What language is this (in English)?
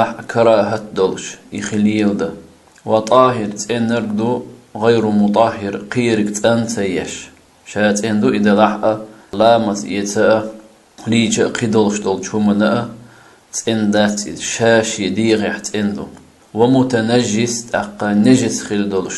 Chechen